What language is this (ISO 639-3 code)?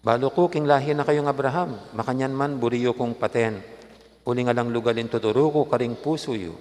pam